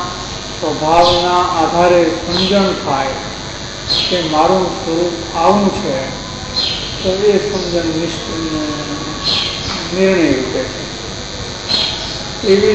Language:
Gujarati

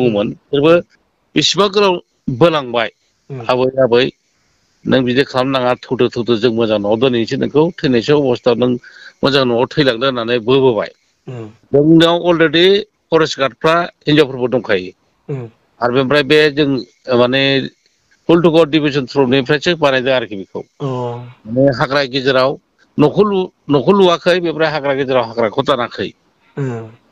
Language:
Bodo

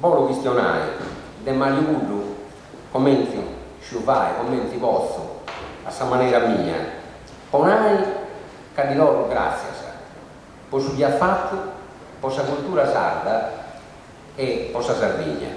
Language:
Sardinian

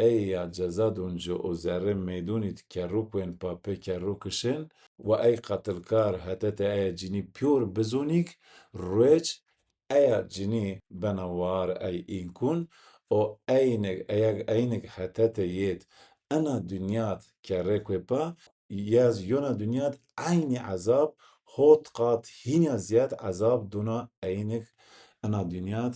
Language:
Zaza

